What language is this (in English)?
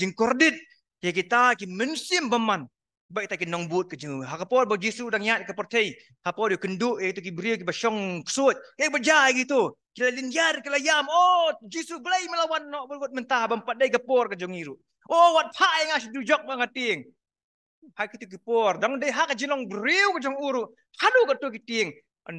Khasi